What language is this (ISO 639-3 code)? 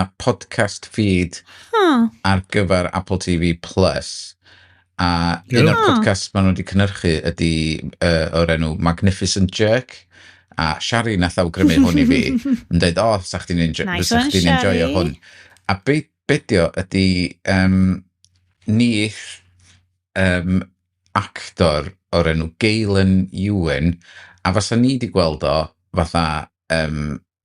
cym